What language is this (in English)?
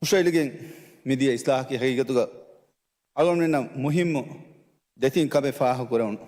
Divehi